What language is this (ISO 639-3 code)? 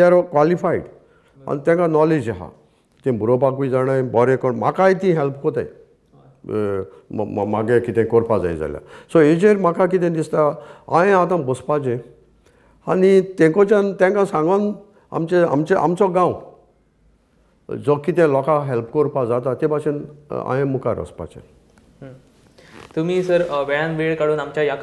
kok